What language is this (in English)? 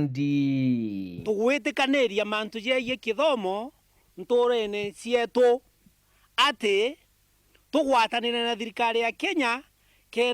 Meru